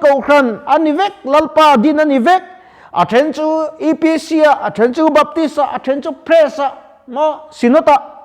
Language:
Mizo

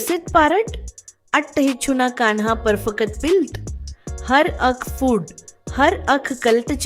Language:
Kashmiri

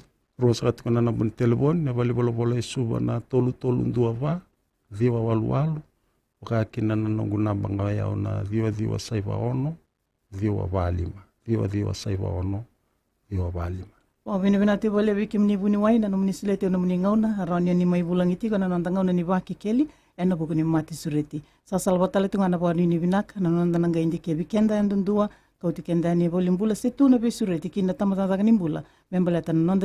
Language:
Fijian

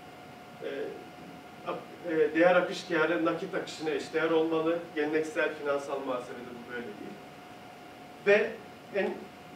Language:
Turkish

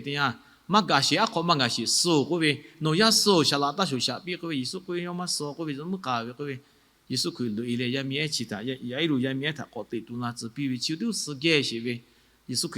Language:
Lahu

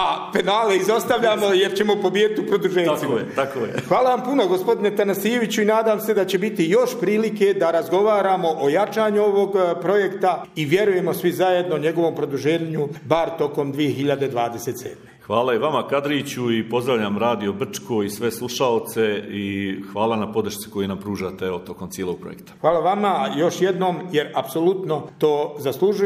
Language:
Bosnian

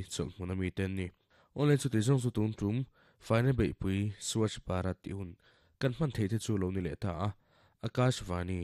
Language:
Mizo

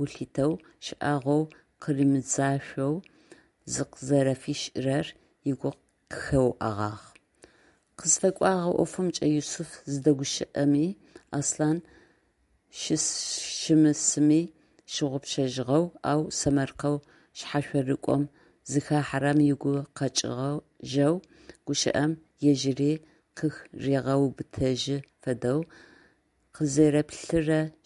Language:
Adyghe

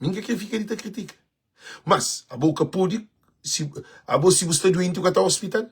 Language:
Kabuverdianu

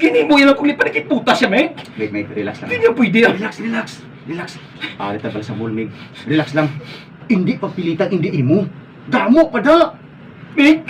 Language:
Hiligaynon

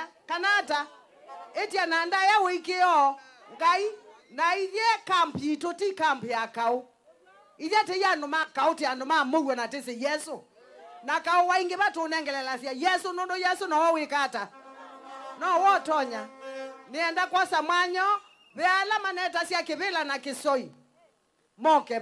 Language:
Kamba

